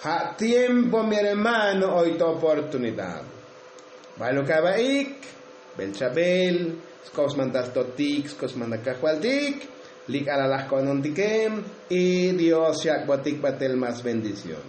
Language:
Tzotzil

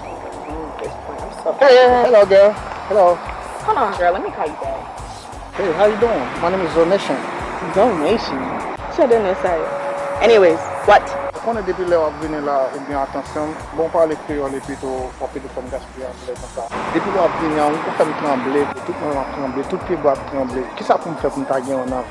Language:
Haitian Creole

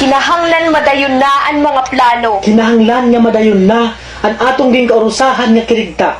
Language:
Waray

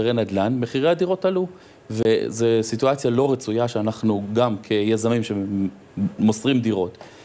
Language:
Hebrew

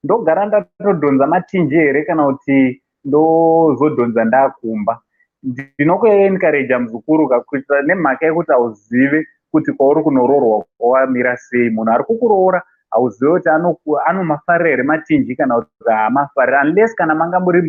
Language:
Shona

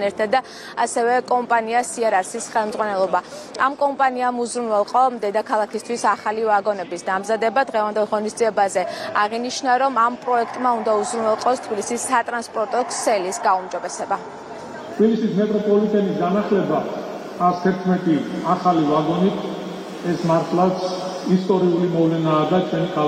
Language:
Georgian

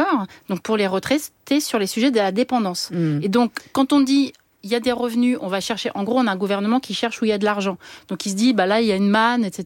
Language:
French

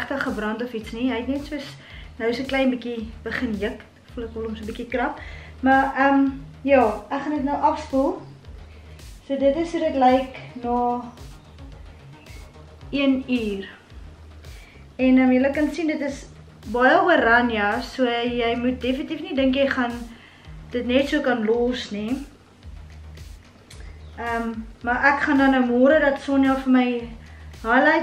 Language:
Afrikaans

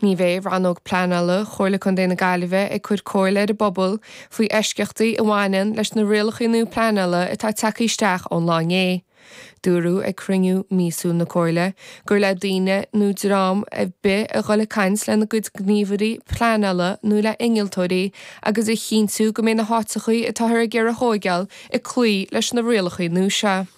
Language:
Irish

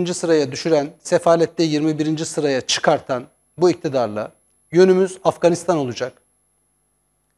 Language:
Turkish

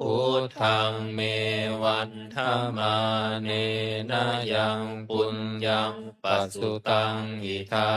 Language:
Pali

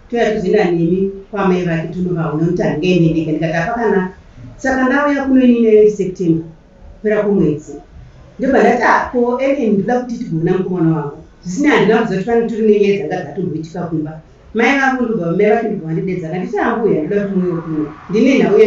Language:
Shona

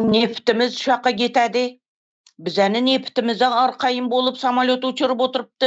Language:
Turkmen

